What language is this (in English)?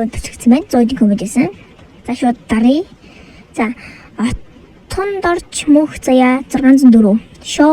Mongolian